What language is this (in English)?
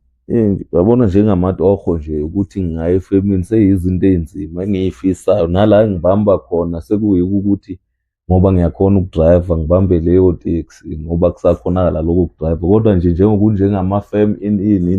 Zulu